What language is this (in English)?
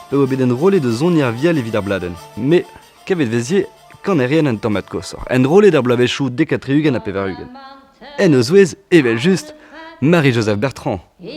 Breton